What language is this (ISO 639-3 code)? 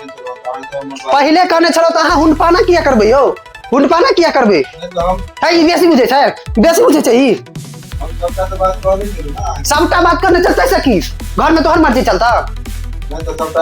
mai